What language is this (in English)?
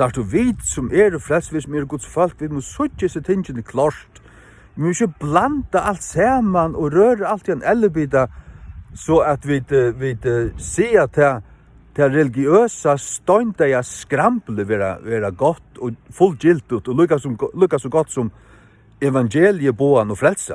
Faroese